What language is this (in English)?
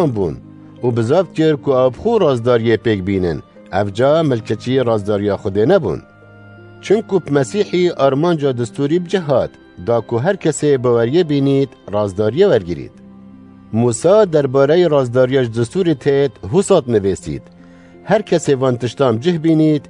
Kurdish